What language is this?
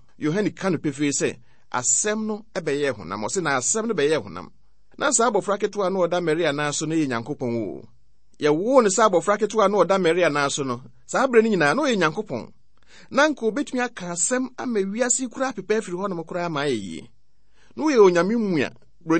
Akan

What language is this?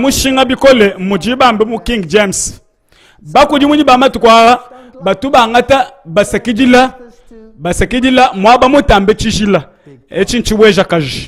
Luba-Lulua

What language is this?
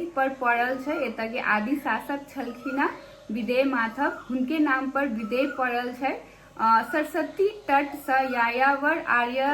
Maithili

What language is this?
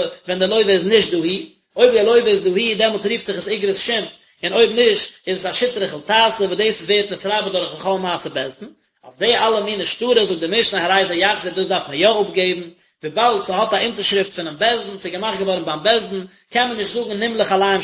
Yiddish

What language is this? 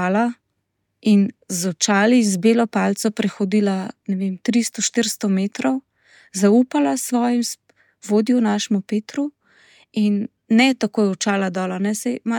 Slovenian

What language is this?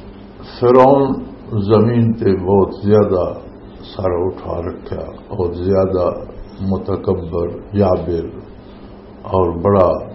Western Panjabi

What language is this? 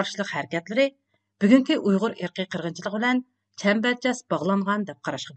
Uyghur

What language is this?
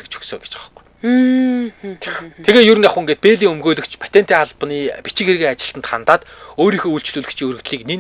Mongolian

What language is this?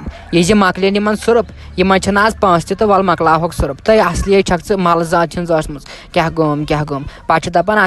Kashmiri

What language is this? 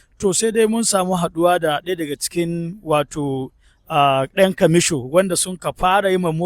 Hausa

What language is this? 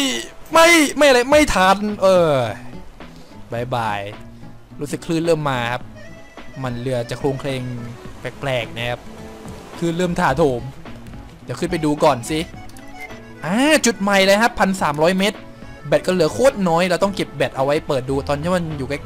Thai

